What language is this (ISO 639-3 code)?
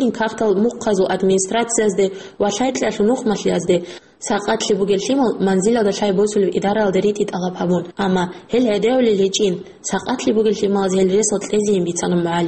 ava